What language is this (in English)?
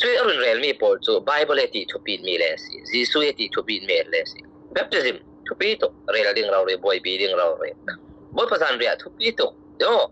Falam Chin